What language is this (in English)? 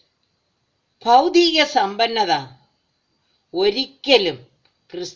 Malayalam